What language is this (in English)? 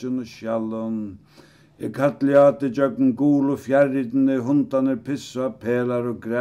Faroese